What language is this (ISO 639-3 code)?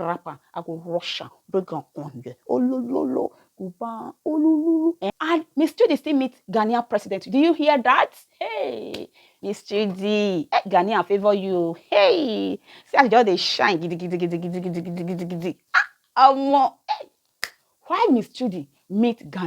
pcm